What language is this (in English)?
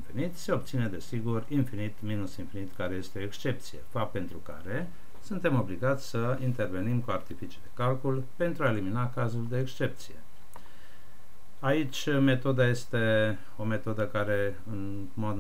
Romanian